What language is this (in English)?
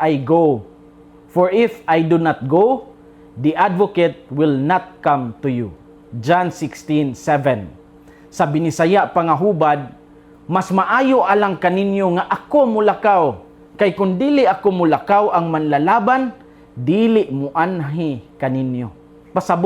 Cebuano